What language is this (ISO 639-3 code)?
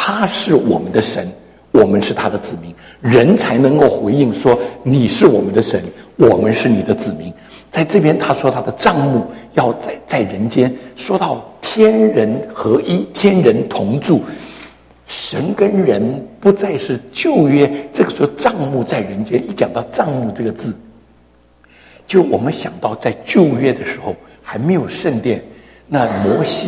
zho